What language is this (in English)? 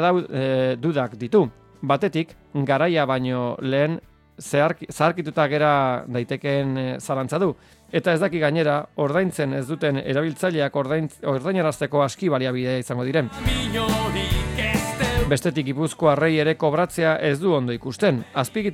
Basque